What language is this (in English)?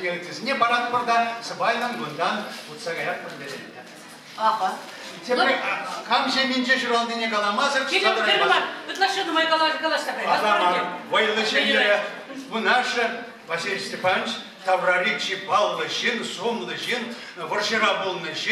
Chuvash